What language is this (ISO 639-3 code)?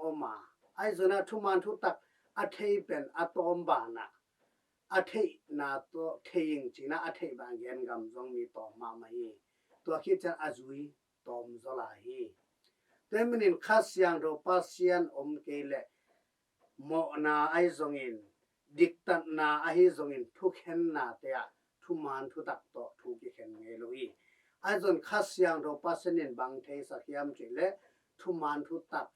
ctd